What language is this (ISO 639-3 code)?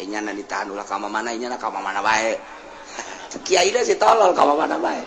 sun